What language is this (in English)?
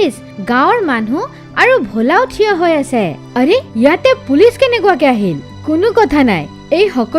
Assamese